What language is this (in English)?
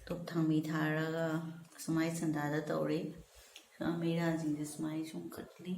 Manipuri